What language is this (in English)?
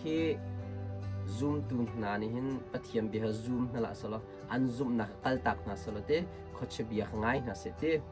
Hakha Chin